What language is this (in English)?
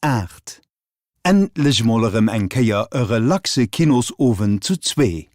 Luxembourgish